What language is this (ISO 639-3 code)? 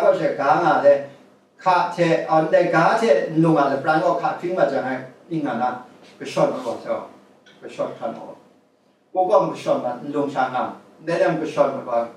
kac